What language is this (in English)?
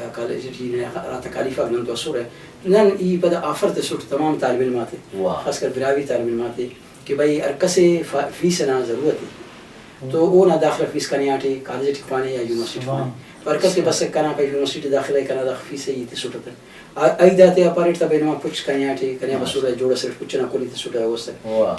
Brahui